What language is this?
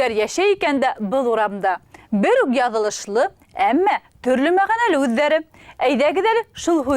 Bashkir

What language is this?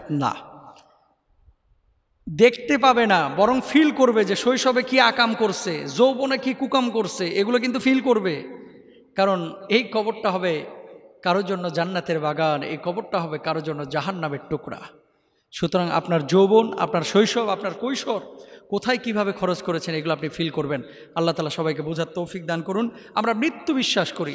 Bangla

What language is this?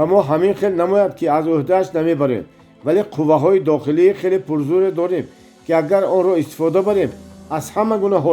Tajik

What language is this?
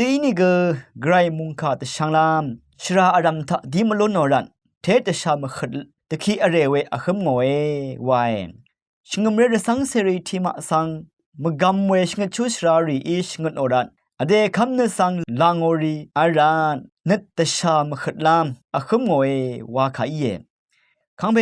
Rawang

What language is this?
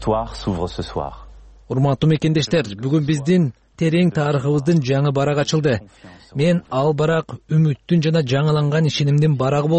Kyrgyz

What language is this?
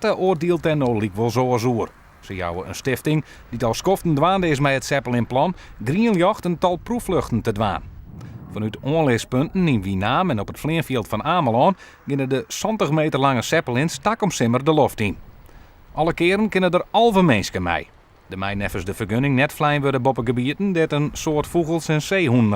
Western Frisian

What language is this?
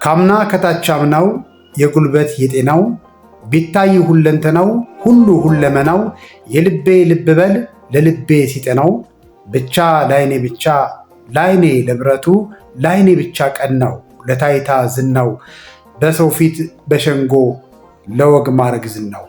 Amharic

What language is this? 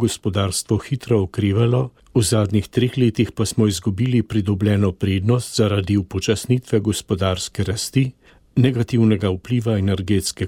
Slovenian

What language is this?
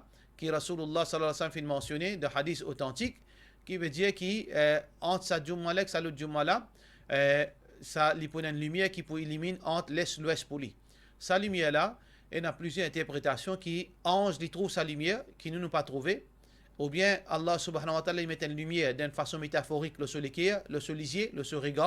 Morisyen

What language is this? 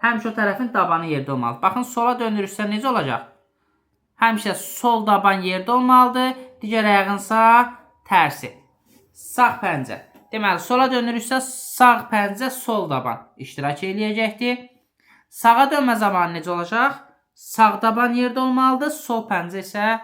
Azerbaijani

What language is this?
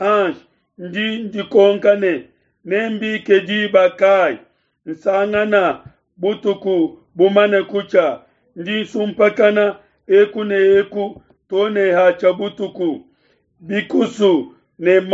Luba-Lulua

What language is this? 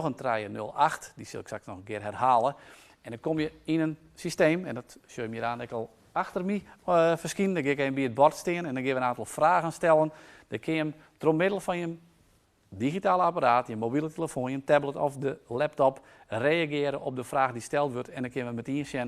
Western Frisian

